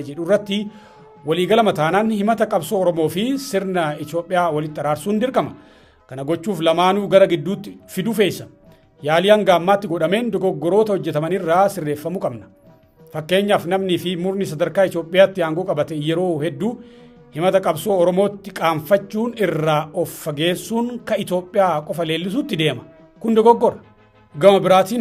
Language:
Oromo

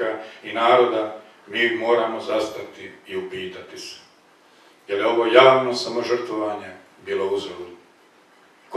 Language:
Croatian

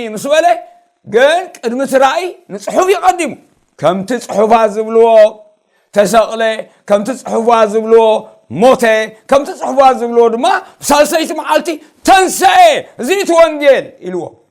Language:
Tigrinya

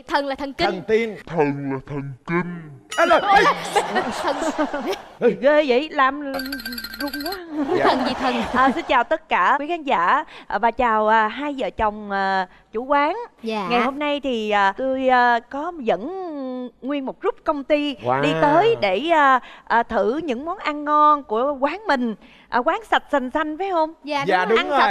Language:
Vietnamese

